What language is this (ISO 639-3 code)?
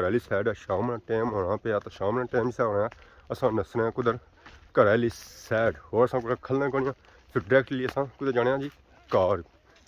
phr